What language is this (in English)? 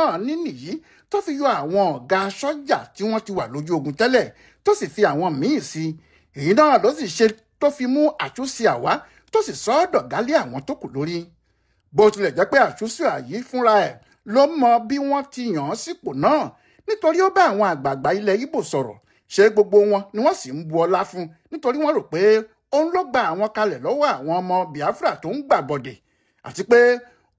Yoruba